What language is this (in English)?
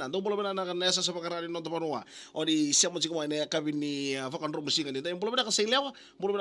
Fijian